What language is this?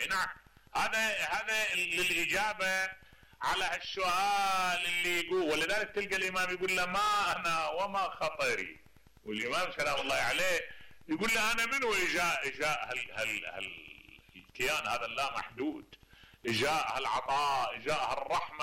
Mesopotamian Arabic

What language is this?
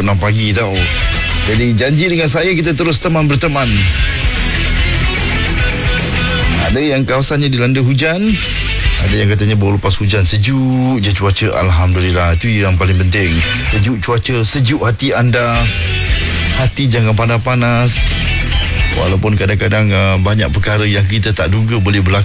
Malay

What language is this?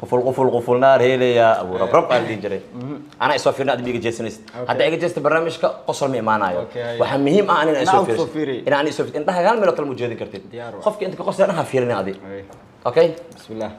Somali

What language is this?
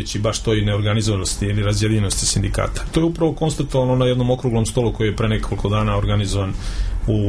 Serbian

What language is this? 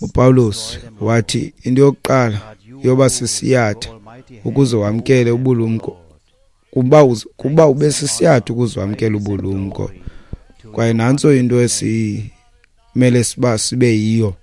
Xhosa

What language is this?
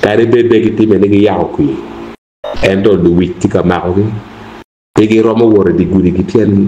Acoli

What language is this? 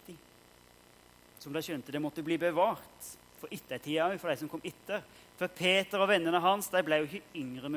Norwegian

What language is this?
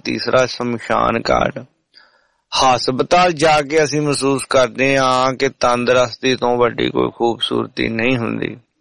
Punjabi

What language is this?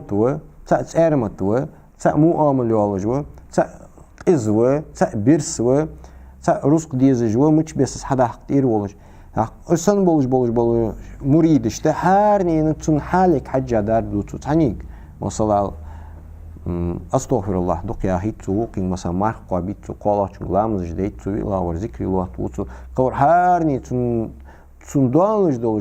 Ingush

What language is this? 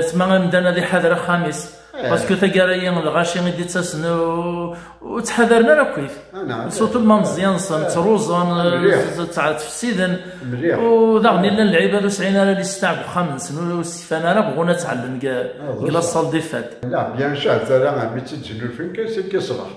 Kabyle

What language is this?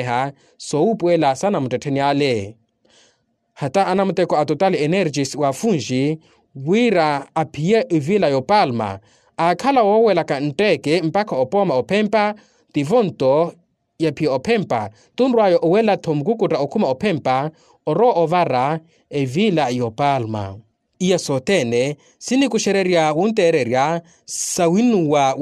Makhuwa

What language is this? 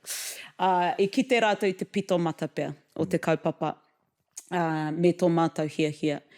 Māori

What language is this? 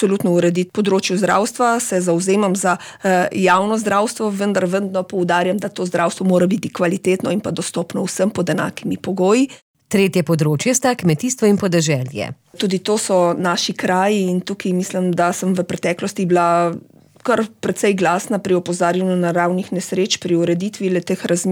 Slovenian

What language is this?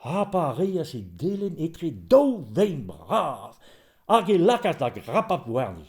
Breton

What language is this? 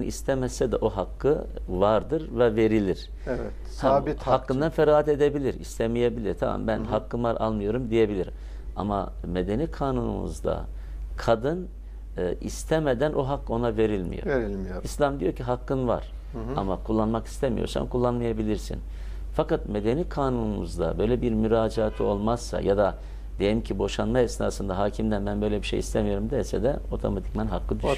Turkish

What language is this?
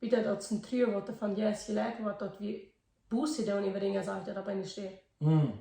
Plautdietsch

